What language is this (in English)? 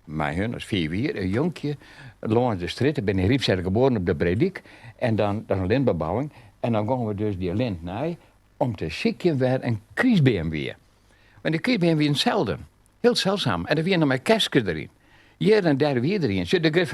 Western Frisian